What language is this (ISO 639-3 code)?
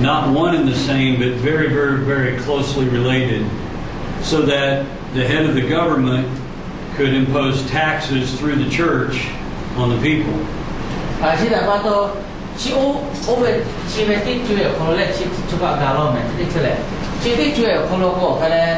lhu